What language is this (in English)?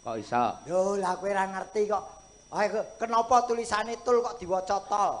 Javanese